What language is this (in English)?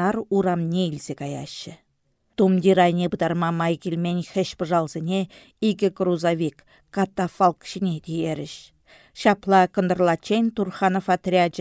Chuvash